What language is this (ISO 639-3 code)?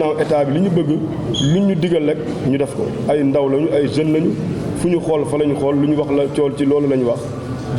wol